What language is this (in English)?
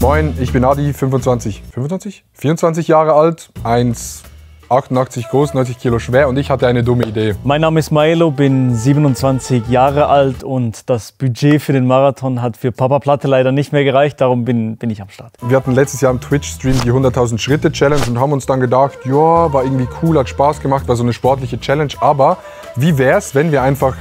Swiss German